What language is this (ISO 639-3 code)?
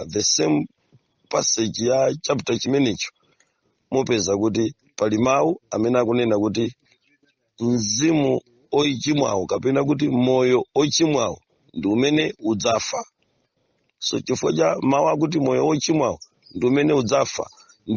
nya